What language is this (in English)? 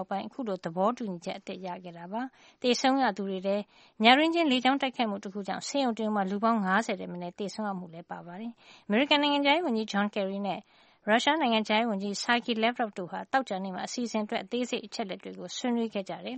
Burmese